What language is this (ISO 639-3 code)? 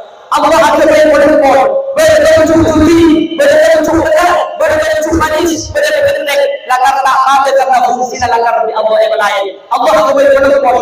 mad